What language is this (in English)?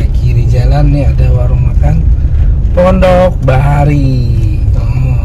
Banjar